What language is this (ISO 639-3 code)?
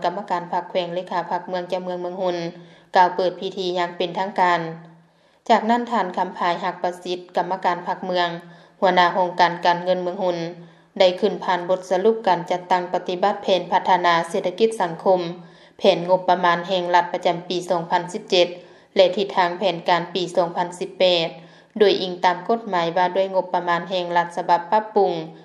lao